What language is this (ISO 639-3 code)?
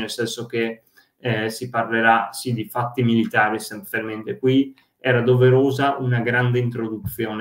ita